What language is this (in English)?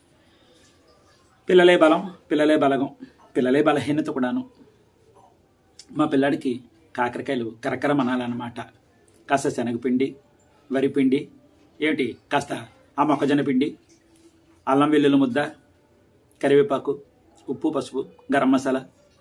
Telugu